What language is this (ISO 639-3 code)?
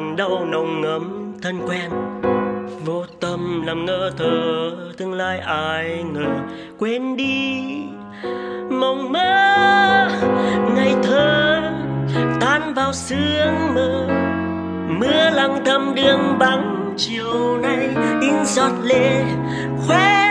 vie